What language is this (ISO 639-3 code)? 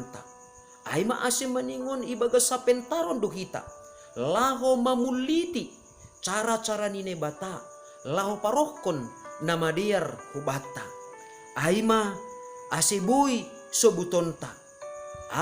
bts